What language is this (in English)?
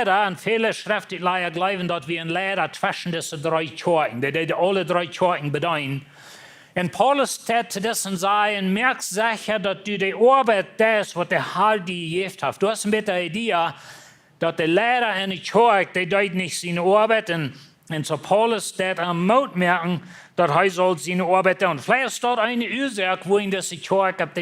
Plautdietsch